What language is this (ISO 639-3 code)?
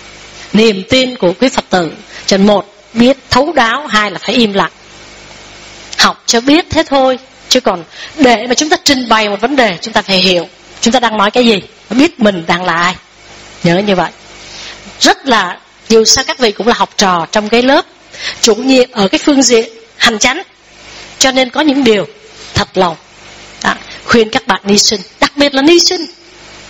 vie